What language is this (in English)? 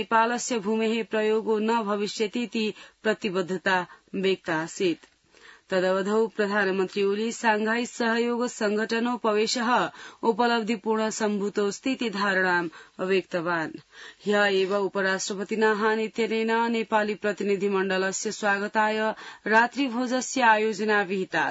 Sanskrit